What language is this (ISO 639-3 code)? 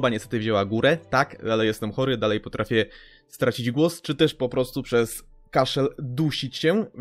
pol